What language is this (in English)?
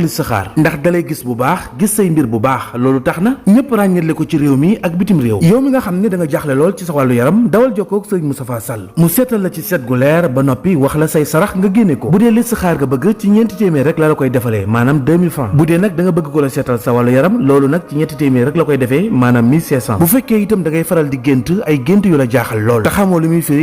Wolof